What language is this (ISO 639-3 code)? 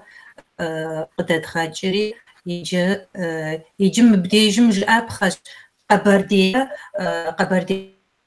kbd